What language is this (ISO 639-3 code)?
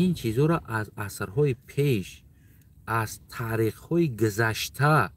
tgk